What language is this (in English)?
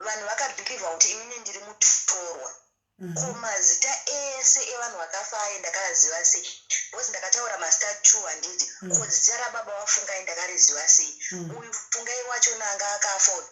Shona